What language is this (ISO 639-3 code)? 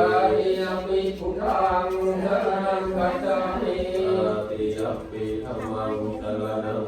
lao